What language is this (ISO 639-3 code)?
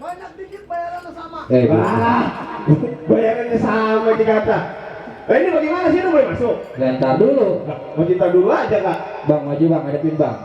bew